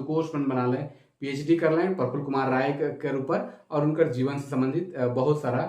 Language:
Sadri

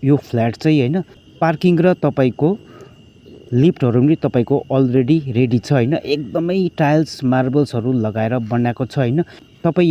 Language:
Nepali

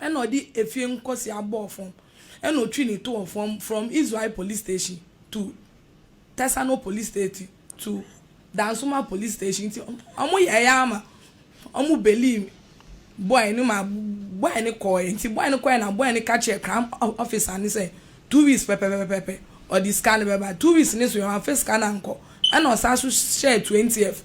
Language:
Akan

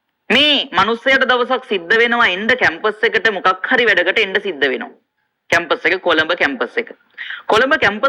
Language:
Sinhala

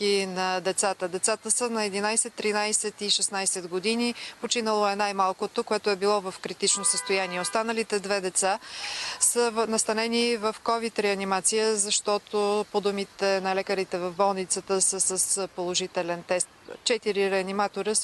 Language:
Bulgarian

